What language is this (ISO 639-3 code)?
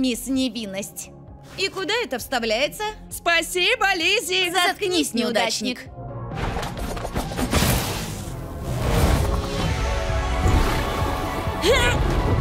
rus